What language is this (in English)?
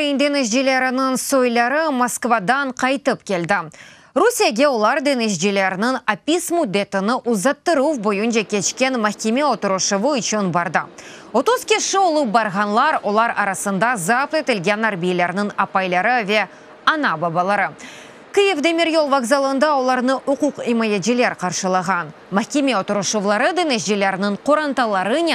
Crimean Tatar